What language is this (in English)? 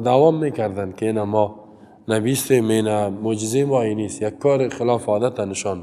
Persian